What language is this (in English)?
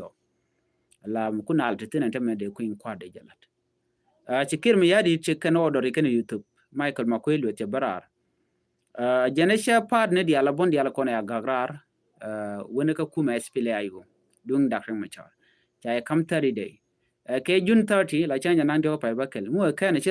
Nuer